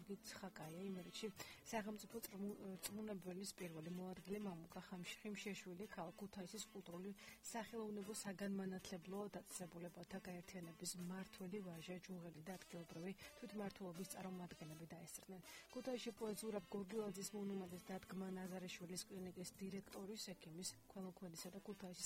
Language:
Georgian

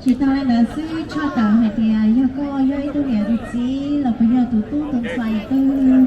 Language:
Hmong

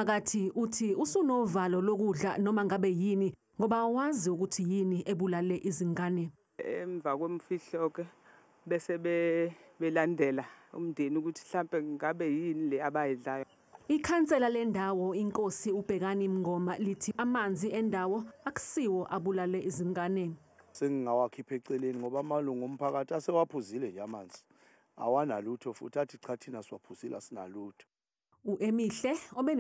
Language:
Zulu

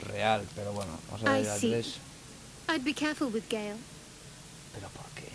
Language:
Asturian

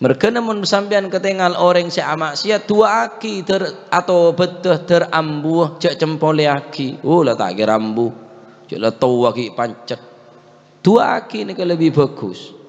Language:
Madurese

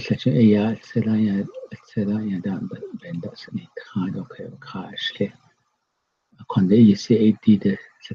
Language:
Navajo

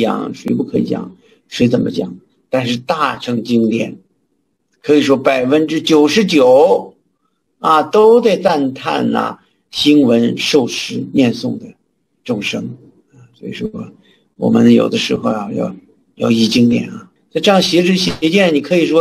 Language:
Chinese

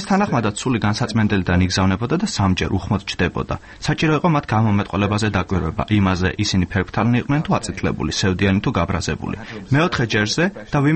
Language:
Georgian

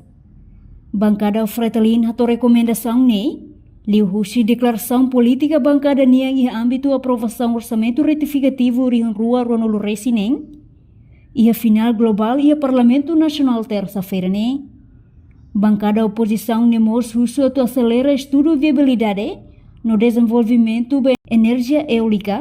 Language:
Tetum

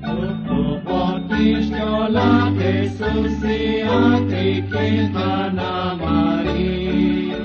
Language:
Kekchí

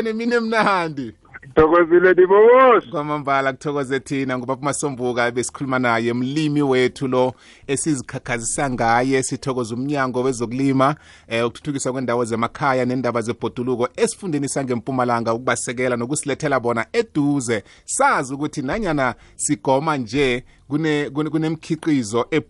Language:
South Ndebele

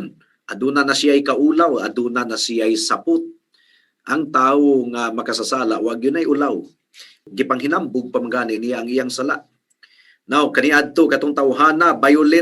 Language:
Cebuano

